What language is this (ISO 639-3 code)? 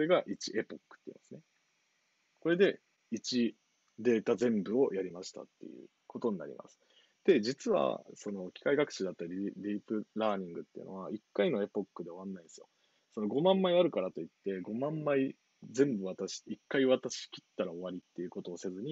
jpn